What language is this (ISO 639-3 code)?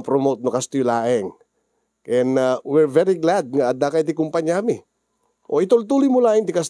ilo